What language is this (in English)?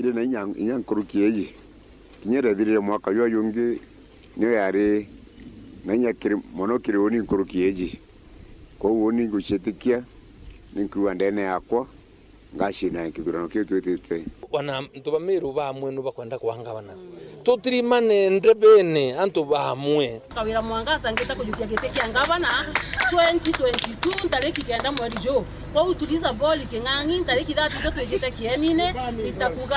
Meru